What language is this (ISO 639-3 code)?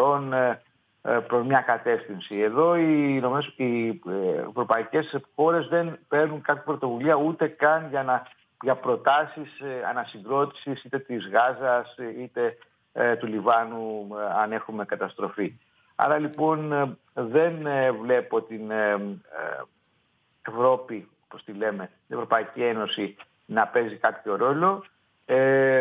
ell